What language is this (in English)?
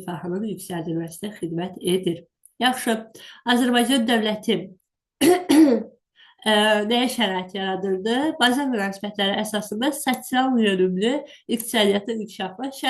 Azerbaijani